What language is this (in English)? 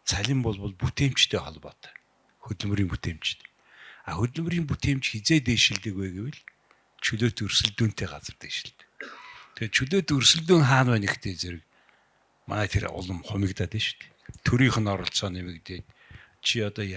Mongolian